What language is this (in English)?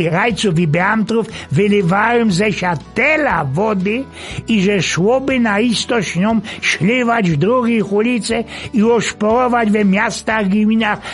Silesian